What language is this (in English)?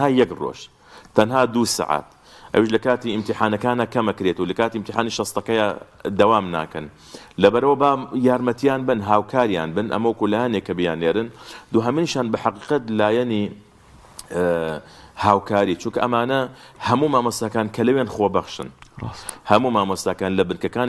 Central Kurdish